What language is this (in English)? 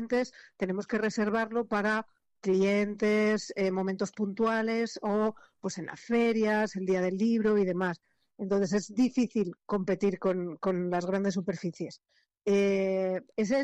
Spanish